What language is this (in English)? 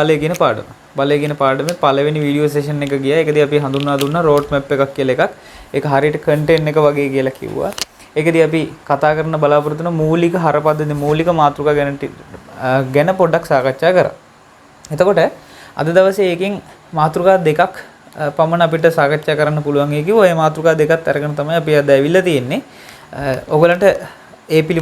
Sinhala